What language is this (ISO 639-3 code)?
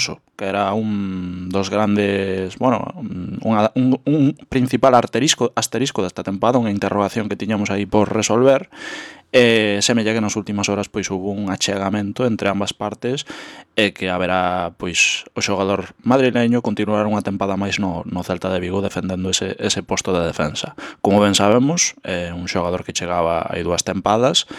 glg